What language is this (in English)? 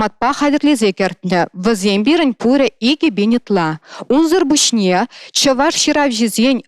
Chuvash